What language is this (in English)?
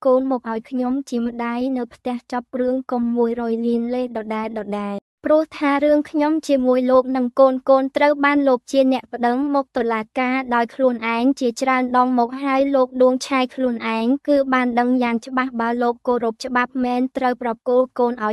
Khmer